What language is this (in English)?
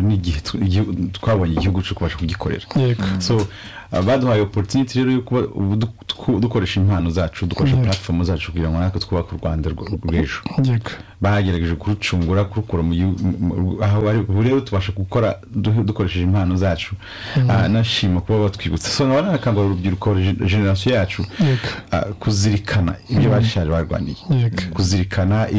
Kinyarwanda